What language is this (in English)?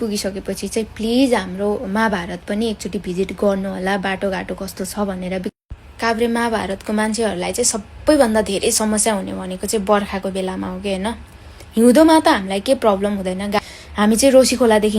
Nepali